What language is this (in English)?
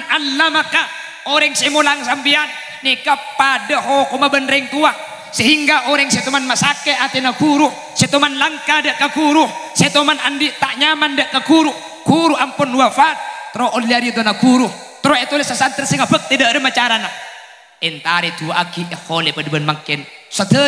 Madurese